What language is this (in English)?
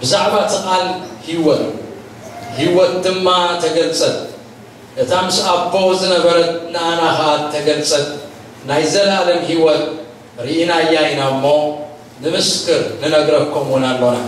Tigrinya